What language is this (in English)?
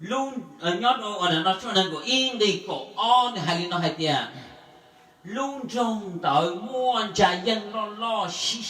Hmong